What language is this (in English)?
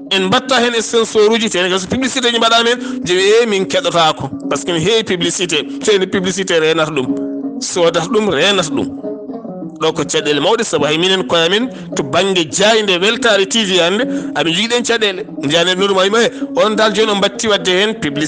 Fula